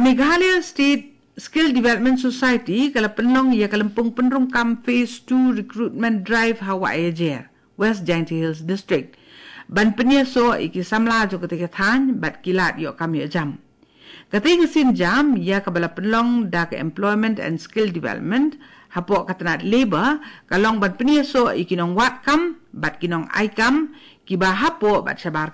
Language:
Khasi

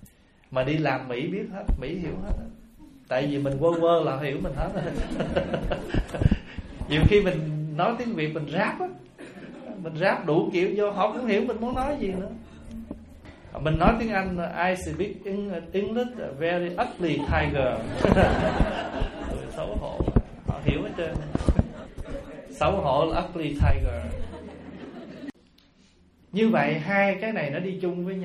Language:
Vietnamese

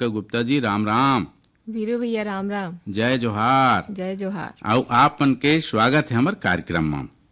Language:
Chhattisgarhi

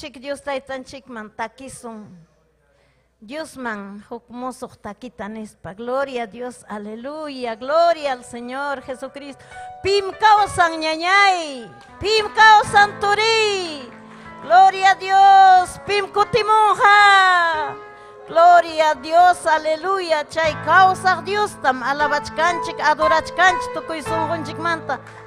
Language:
Ayacucho Quechua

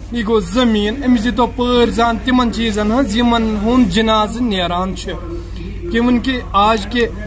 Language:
Kashmiri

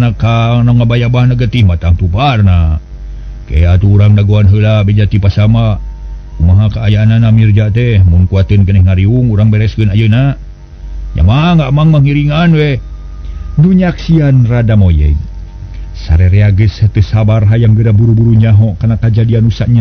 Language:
Sundanese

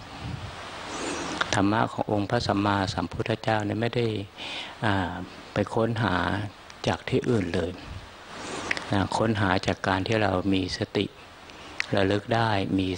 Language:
Thai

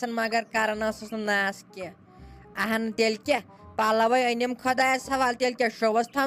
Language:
Kashmiri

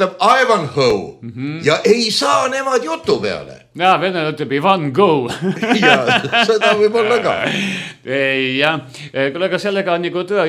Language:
Estonian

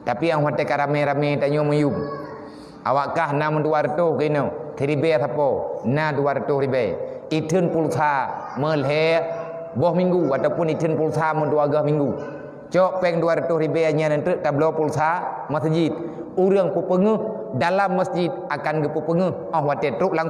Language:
Achinese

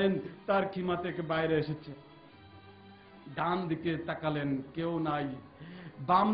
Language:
Bangla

